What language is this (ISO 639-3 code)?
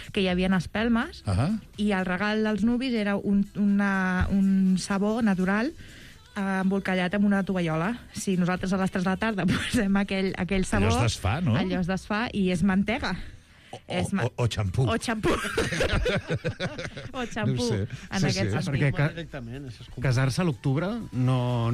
cat